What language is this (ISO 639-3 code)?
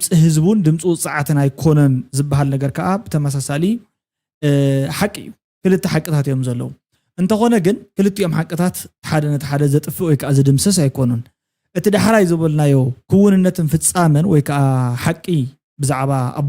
tir